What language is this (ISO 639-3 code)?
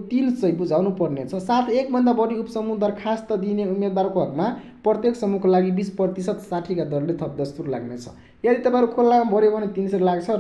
nep